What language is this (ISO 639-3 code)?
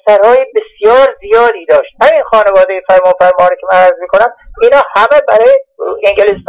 fas